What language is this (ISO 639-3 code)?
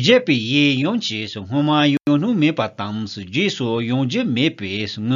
bod